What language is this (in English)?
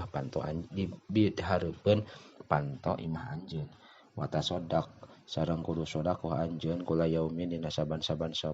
Sundanese